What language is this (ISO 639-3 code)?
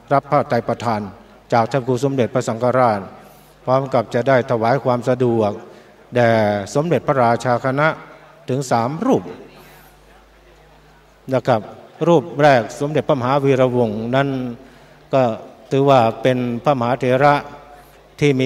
tha